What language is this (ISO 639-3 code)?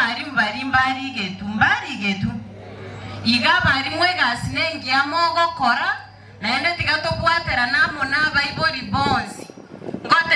guz